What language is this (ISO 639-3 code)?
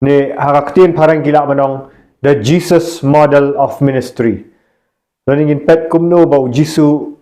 kha